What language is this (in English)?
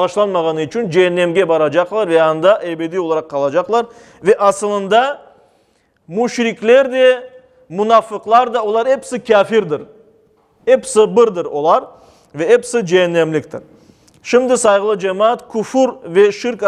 Crimean Tatar